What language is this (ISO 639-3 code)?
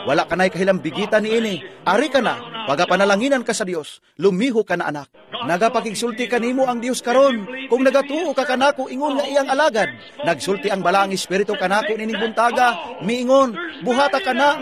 ceb